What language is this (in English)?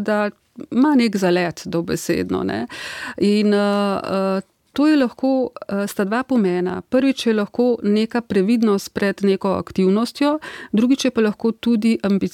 Slovenian